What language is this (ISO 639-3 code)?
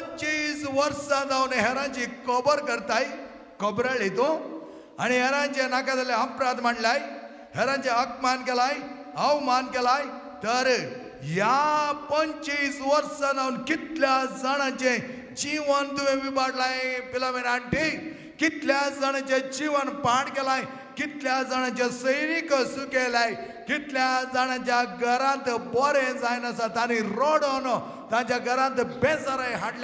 kok